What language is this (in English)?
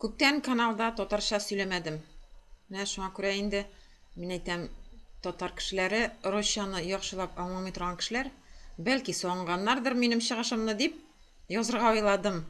Tatar